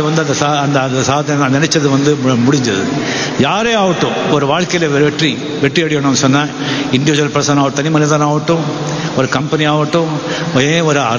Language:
Tamil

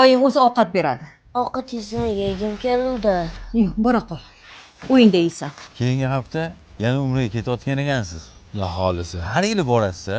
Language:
Uzbek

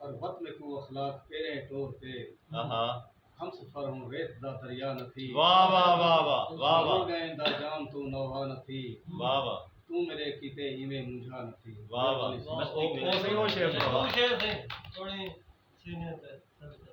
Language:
Saraiki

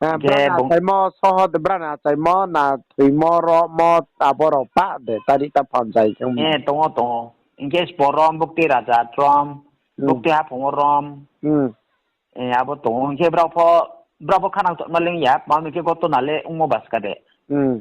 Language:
Riang (India)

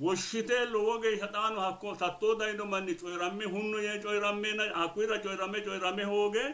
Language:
Sidamo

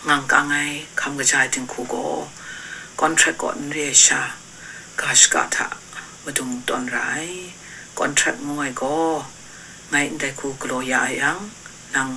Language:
Kachin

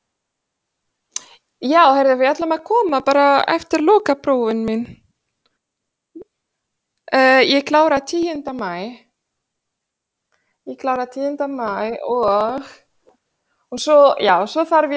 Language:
Icelandic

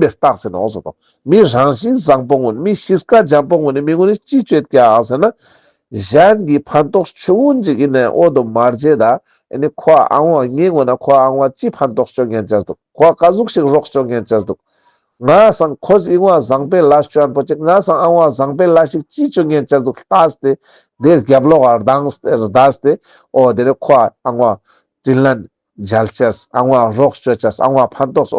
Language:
Ladakhi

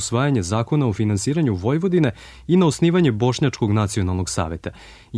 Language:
Serbian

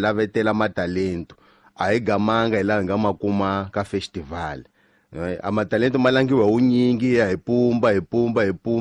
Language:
Tsonga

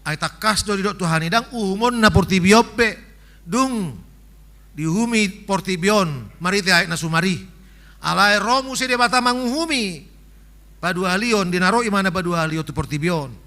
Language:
Batak Toba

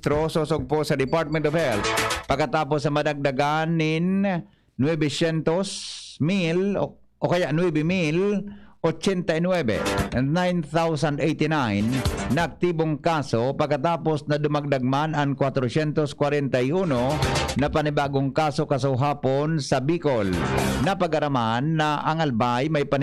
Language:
Bikol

